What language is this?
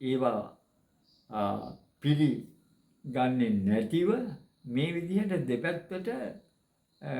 Sinhala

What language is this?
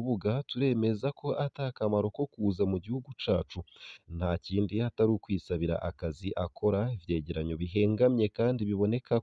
Rundi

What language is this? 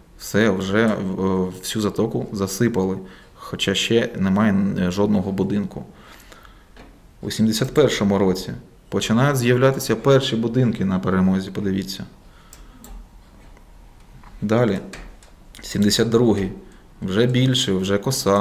Ukrainian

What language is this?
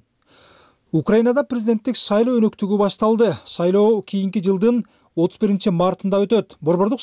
Kyrgyz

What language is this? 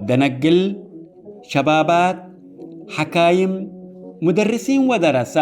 Tigre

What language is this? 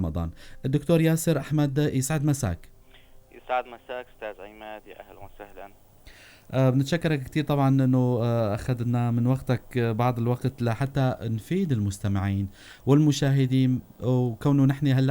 North Levantine Arabic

